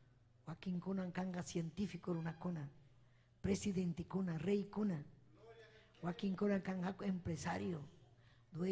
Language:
Ayacucho Quechua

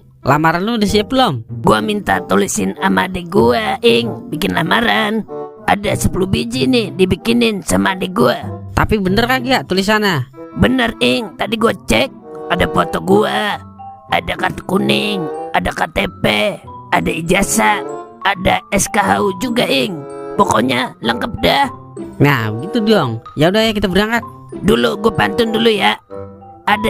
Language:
Betawi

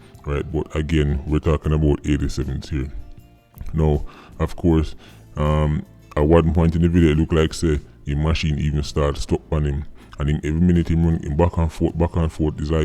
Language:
Jamaican Creole English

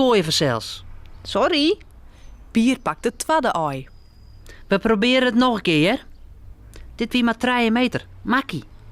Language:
Western Frisian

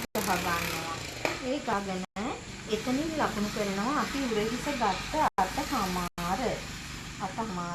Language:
Sinhala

